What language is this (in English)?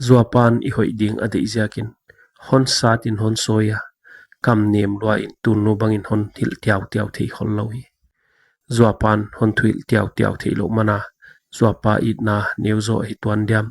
Paite Chin